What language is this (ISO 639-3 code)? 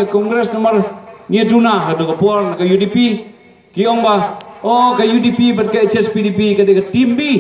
kha